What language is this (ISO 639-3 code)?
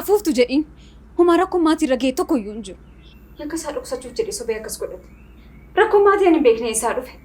orm